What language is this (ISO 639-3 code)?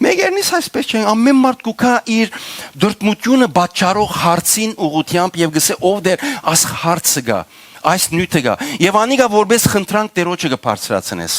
hyw